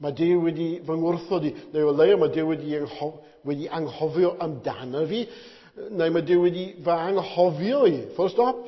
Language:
Welsh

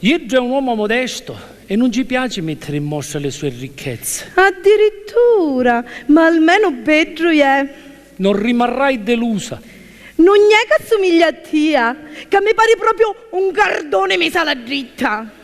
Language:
Sicilian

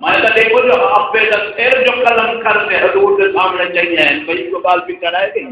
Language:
Saraiki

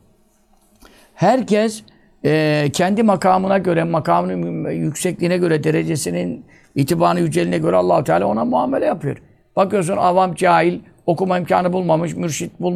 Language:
Turkish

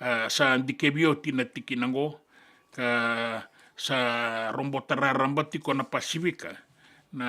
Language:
Fijian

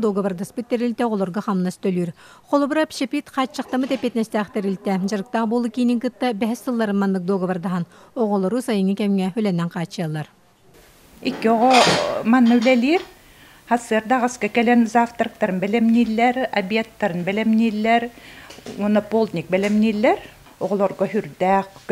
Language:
Yakut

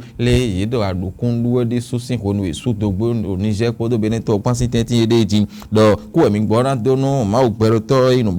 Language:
Fon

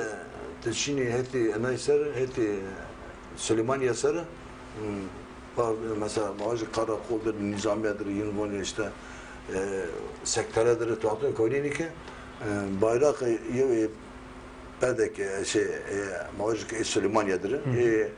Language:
Zaza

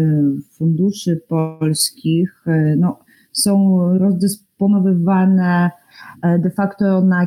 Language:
Polish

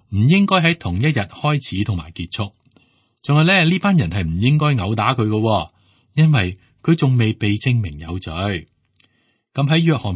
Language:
Cantonese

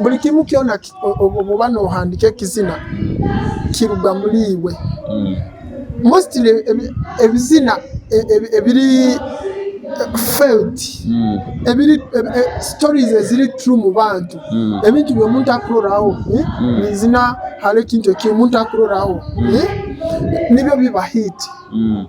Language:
Nyoro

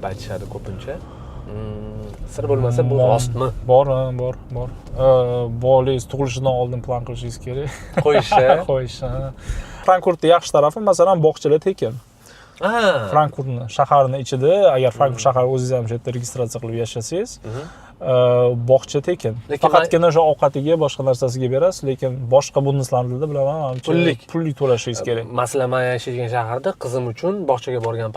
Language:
Uzbek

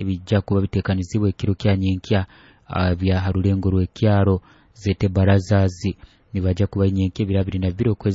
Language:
Nyoro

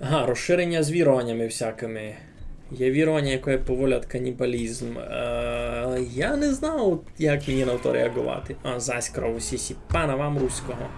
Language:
Rusyn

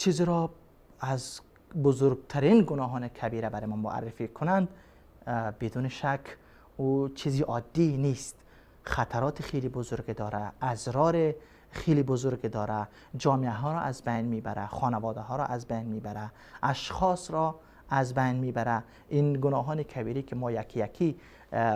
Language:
Persian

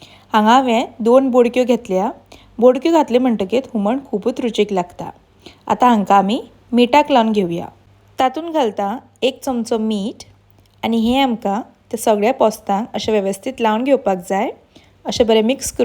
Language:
Konkani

